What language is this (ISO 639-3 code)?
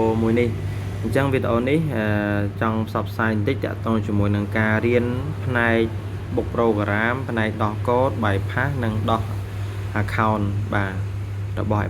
khm